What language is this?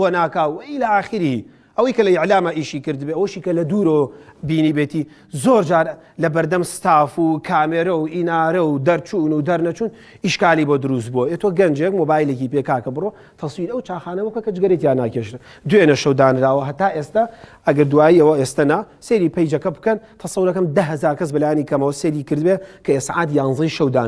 Central Kurdish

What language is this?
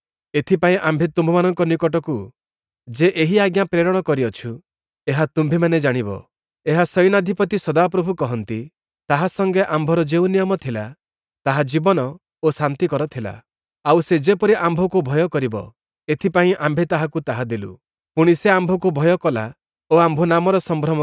Odia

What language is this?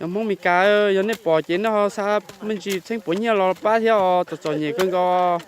Hmong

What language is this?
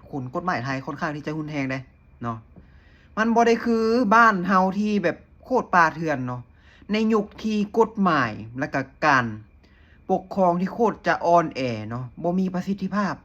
Lao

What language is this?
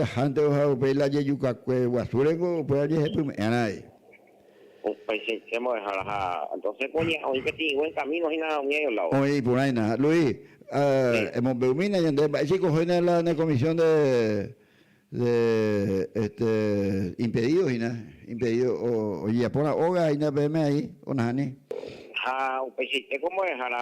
Guarani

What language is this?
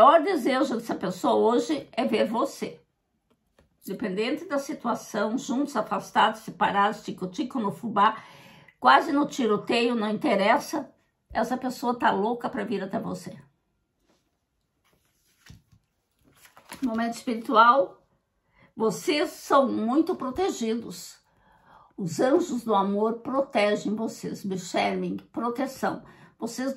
Portuguese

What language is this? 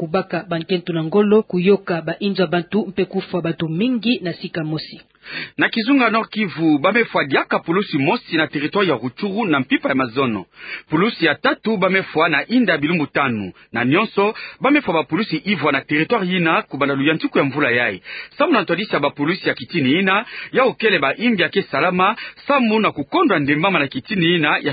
Kituba (Democratic Republic of Congo)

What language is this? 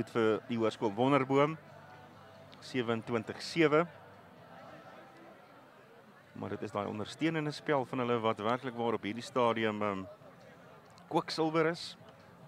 Afrikaans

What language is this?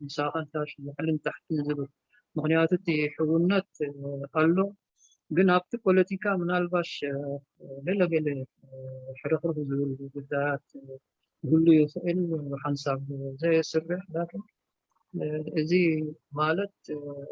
Tigrinya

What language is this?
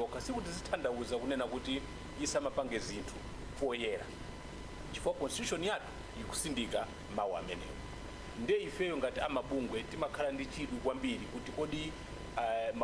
Nyanja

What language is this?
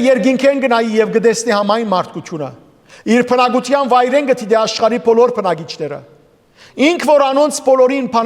Western Armenian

